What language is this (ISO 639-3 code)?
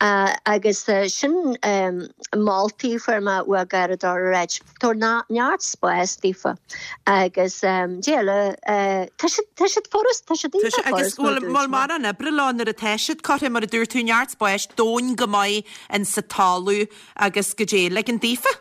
gle